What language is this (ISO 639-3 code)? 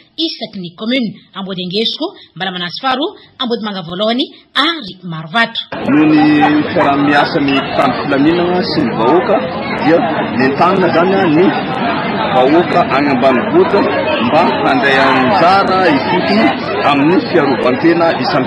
mlg